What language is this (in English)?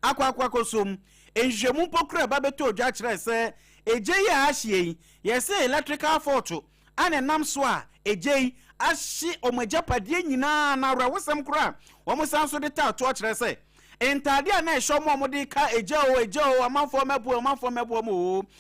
Akan